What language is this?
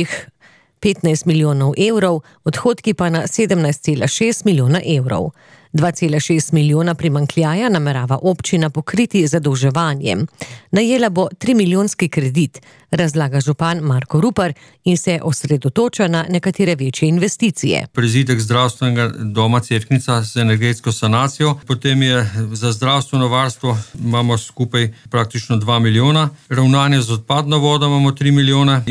Slovenian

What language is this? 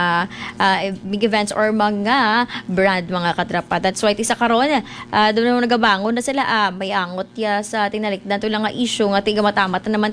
Hiligaynon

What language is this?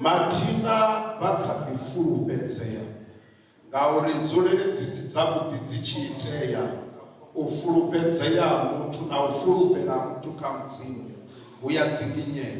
Venda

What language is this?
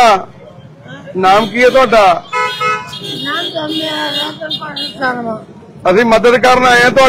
Punjabi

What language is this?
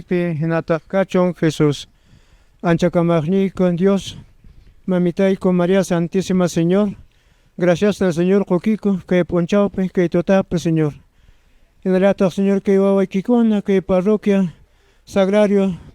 Quechua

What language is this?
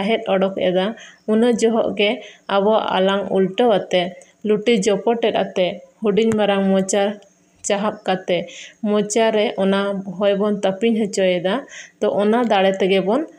Santali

